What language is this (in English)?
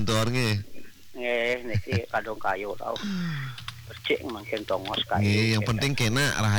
Balinese